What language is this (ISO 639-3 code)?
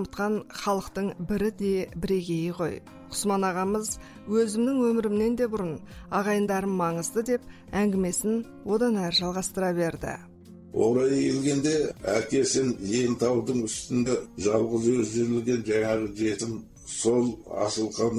kaz